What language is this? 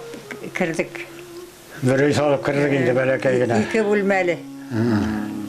Bashkir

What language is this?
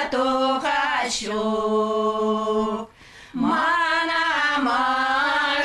Chuvash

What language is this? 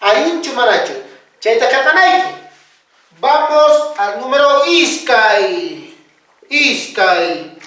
Quechua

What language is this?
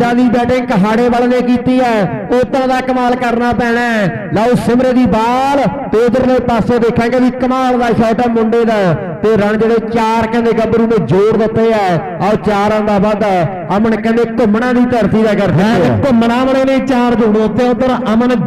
Punjabi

